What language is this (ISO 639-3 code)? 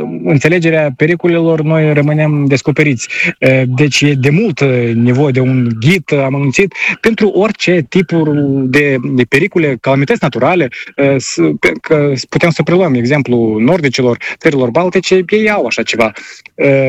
ron